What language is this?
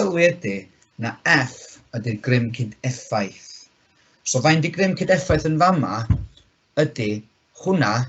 Welsh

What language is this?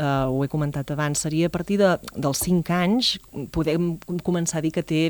Catalan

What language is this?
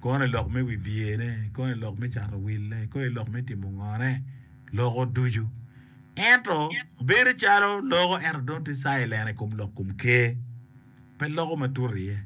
Acoli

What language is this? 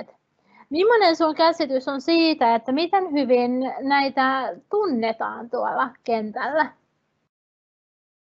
Finnish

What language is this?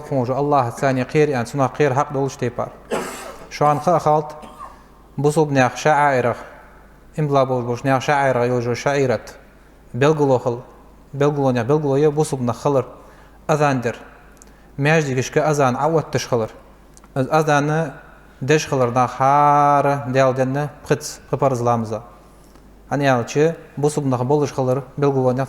Ingush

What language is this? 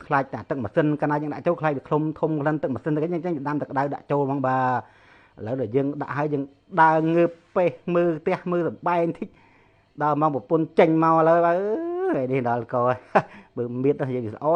Khmer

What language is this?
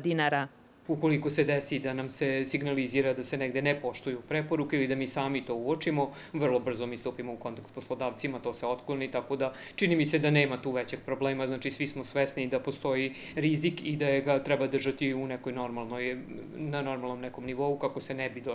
Serbian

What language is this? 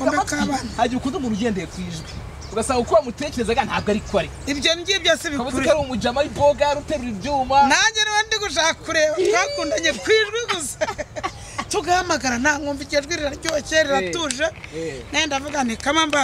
Kinyarwanda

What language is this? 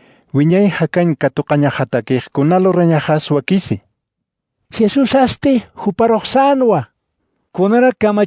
Aymara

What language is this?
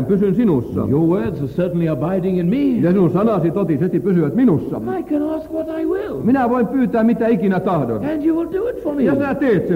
Finnish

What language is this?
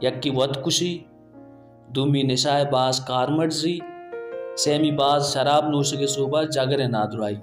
Baluchi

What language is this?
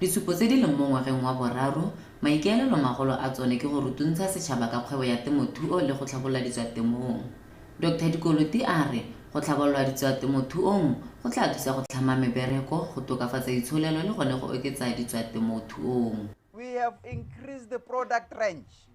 Tswana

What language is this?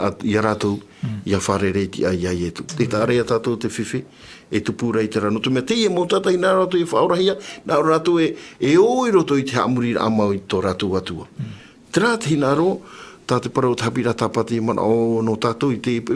Tahitian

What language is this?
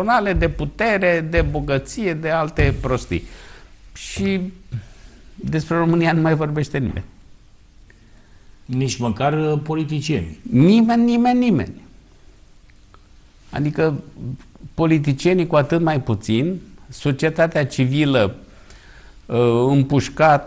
Romanian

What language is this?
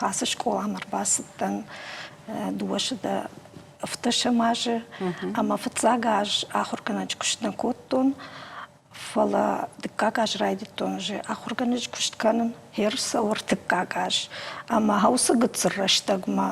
Ossetic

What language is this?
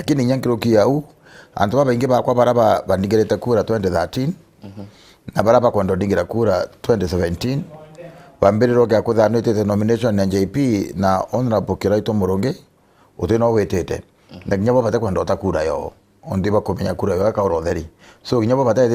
Meru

